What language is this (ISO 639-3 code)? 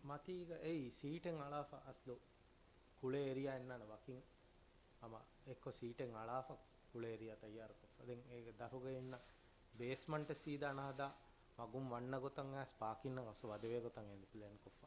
div